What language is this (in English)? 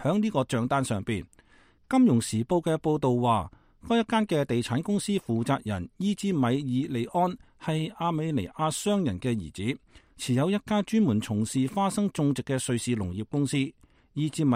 Cantonese